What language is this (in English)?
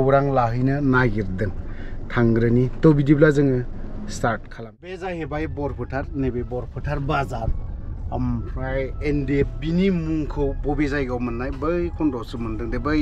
Bodo